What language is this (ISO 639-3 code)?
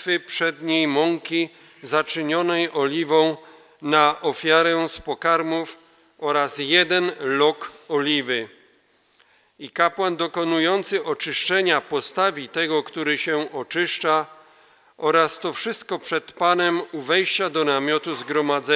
pol